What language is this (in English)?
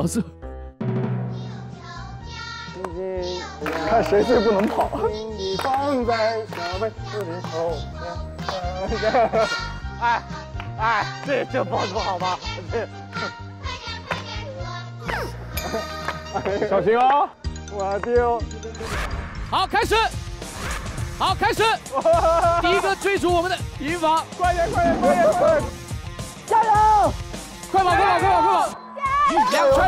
Chinese